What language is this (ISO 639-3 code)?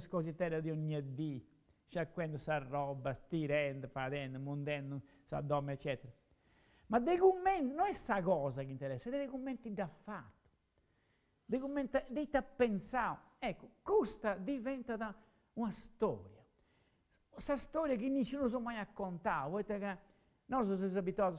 srd